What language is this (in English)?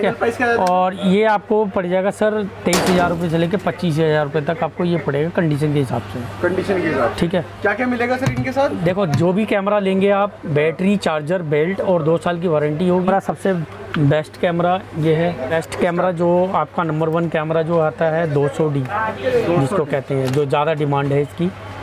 Hindi